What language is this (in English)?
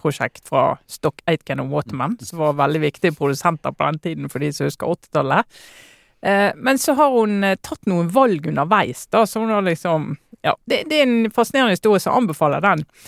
Norwegian